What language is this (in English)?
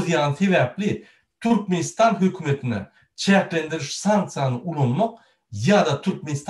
Turkmen